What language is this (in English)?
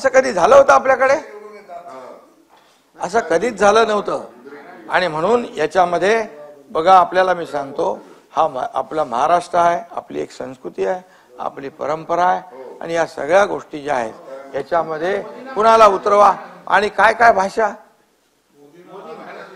Marathi